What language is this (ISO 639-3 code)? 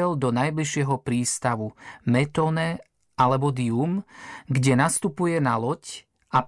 slk